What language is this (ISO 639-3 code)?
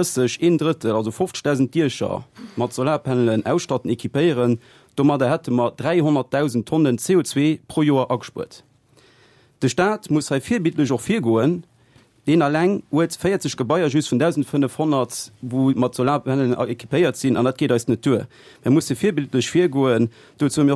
ltz